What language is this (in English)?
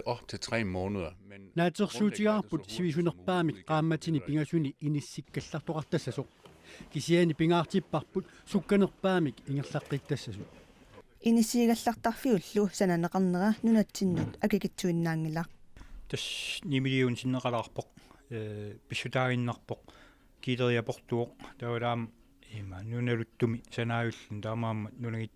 Kalaallisut